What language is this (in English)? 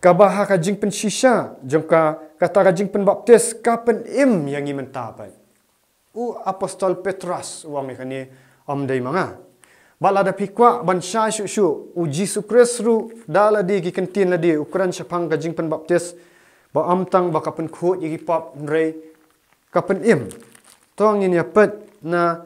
Khasi